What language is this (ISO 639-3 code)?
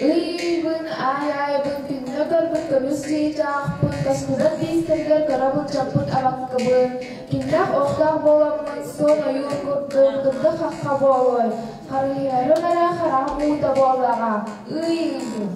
sah